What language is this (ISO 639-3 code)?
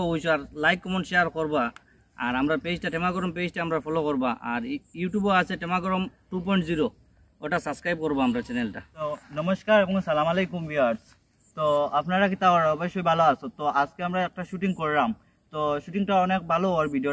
syl